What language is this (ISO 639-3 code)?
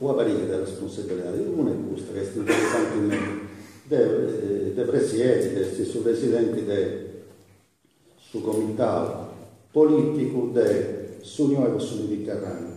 srd